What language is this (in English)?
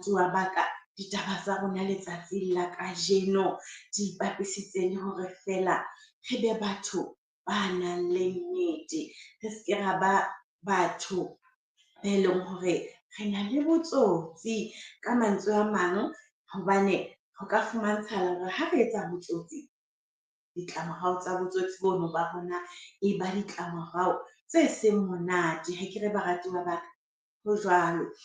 Southern Sotho